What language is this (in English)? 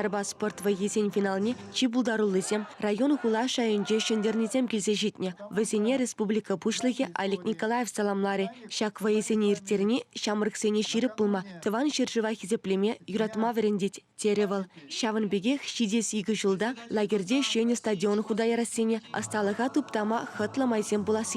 Chuvash